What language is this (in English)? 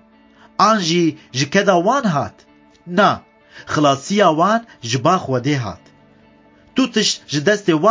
Kurdish